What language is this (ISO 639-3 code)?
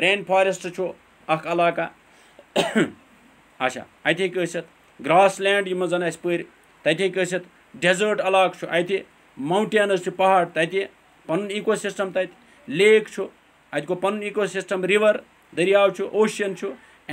kas